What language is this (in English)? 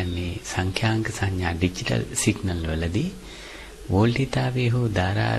Sinhala